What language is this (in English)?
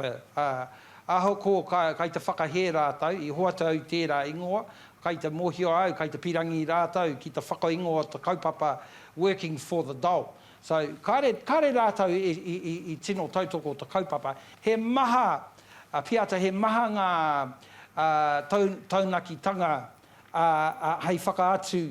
Māori